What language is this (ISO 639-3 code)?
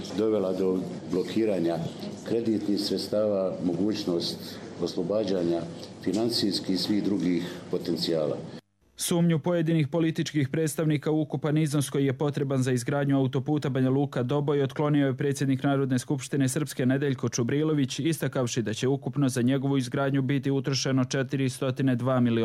hrv